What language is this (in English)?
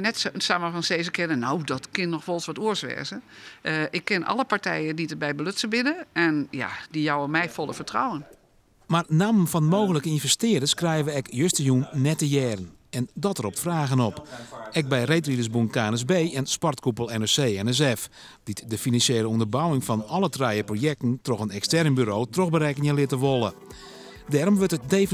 Western Frisian